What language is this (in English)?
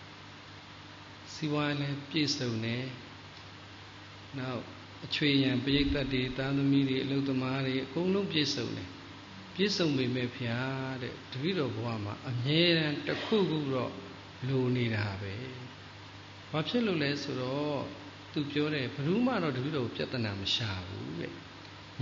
Burmese